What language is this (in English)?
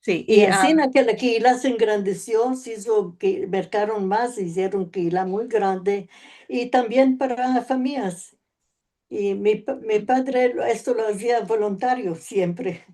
Ladino